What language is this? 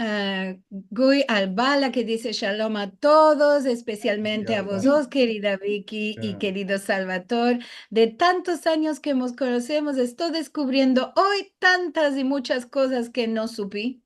Ladino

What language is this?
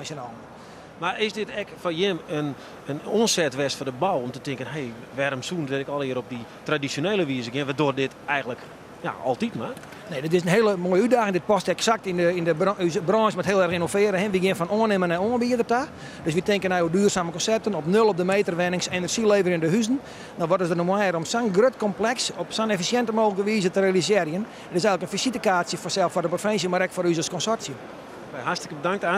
Western Frisian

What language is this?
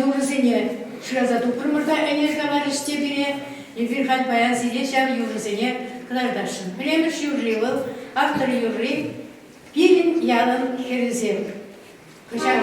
Chuvash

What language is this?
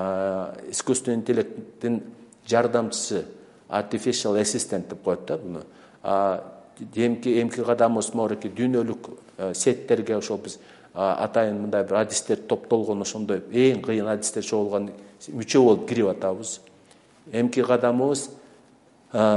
Kyrgyz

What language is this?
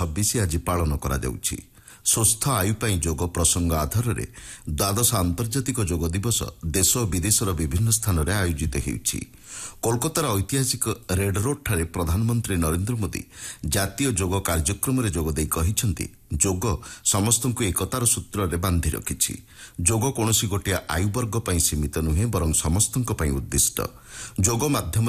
Odia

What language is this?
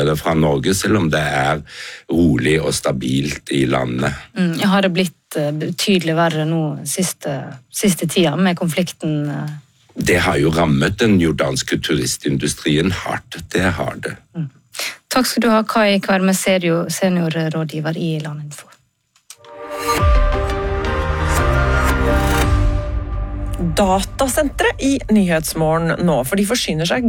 Norwegian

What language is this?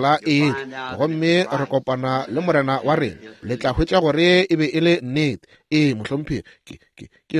Northern Sotho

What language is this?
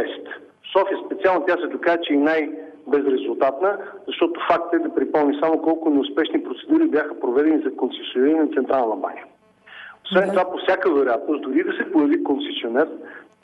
Bulgarian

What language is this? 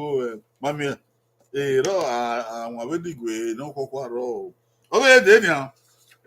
Bini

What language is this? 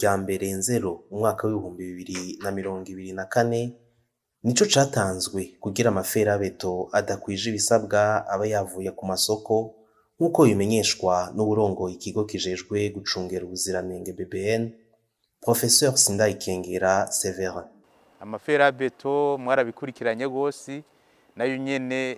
Rundi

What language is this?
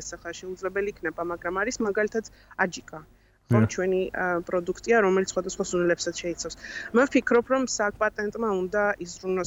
Georgian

